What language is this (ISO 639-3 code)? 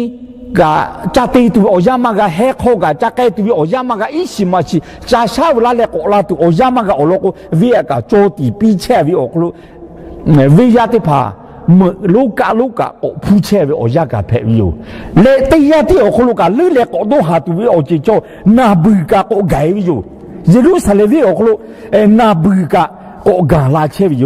lhu